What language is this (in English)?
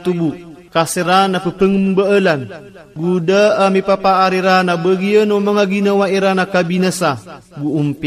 Maranao